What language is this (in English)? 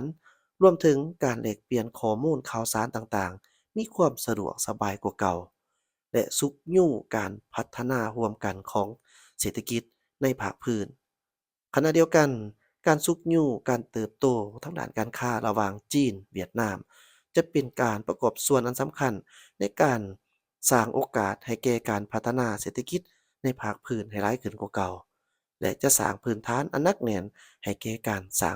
Lao